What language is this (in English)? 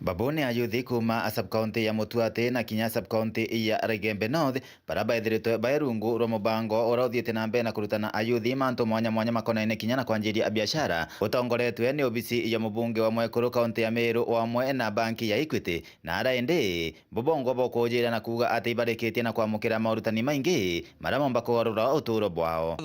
Meru